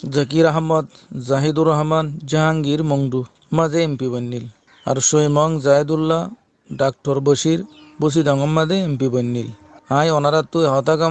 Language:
Rohingya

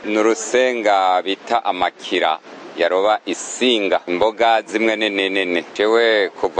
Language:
Rundi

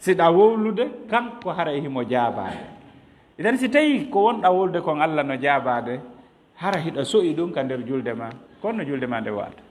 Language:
Fula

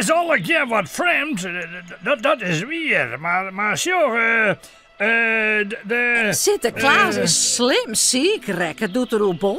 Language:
Western Frisian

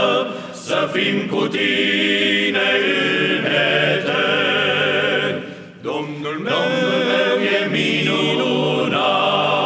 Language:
Romanian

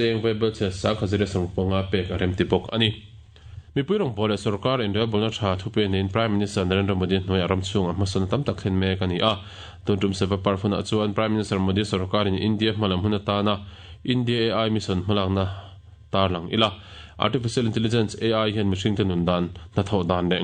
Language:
Mizo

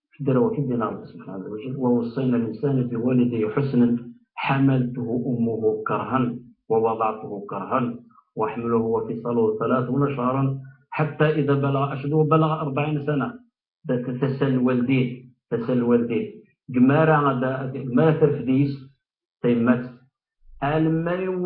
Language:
Kabyle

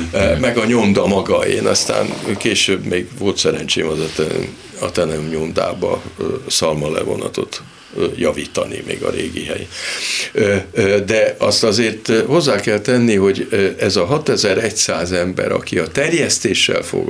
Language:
Hungarian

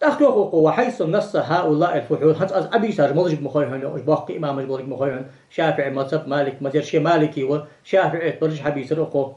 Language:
Ingush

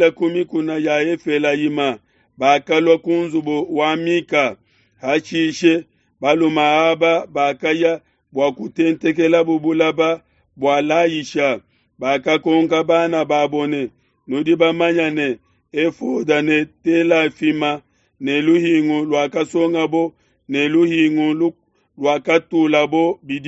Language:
Luba-Lulua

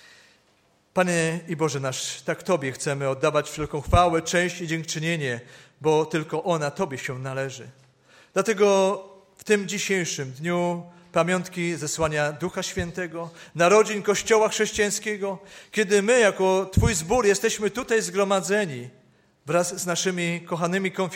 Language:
Polish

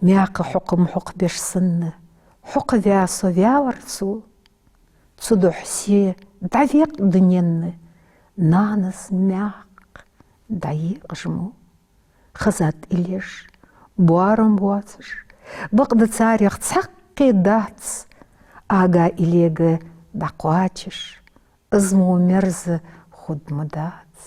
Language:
Ingush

